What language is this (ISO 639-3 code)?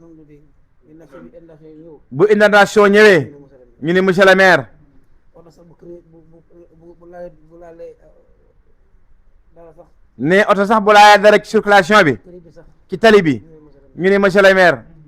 wol